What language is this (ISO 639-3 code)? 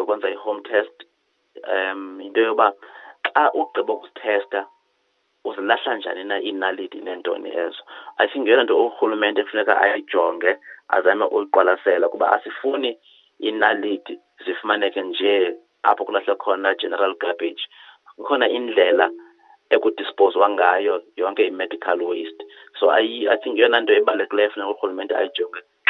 xho